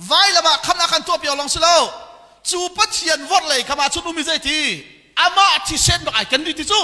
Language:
Hakha Chin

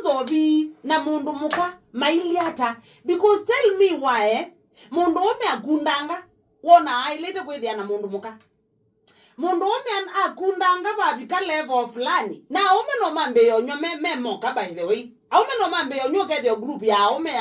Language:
Kamba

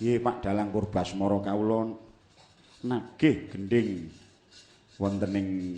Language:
Javanese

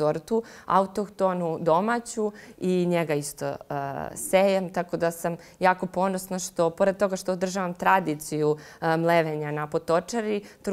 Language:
Serbian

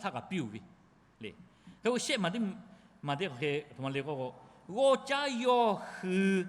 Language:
Lahu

